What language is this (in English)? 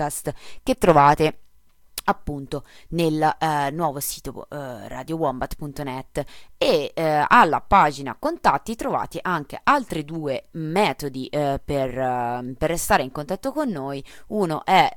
Italian